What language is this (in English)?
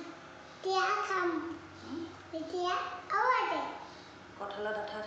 Assamese